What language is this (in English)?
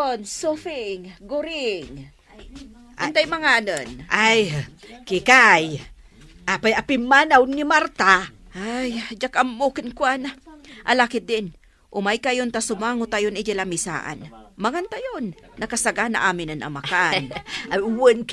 Iloko